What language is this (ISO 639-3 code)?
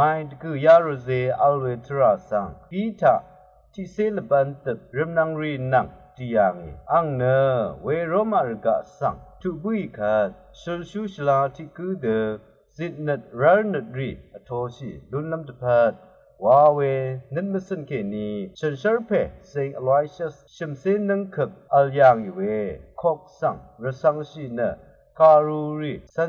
raw